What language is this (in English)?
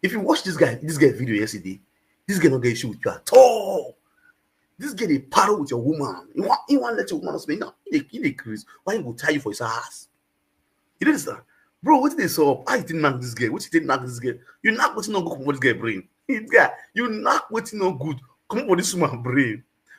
Nigerian Pidgin